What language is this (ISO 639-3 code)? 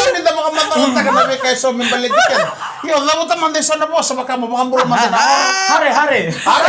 fij